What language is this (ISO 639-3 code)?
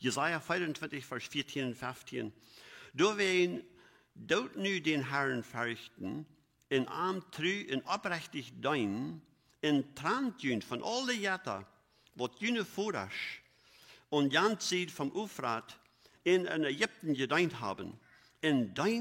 pdt